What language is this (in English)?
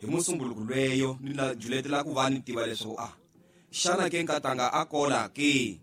Tsonga